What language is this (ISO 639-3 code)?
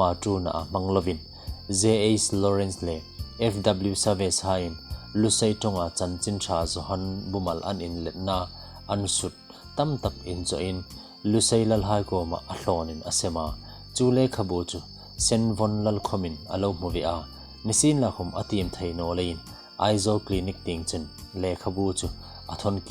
hmr